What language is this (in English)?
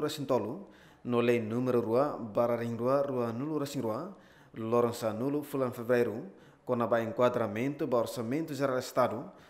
Tetum